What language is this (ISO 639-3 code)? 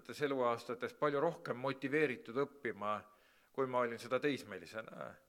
est